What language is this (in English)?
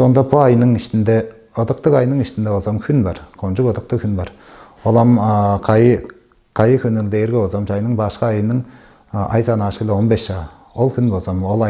Tuvinian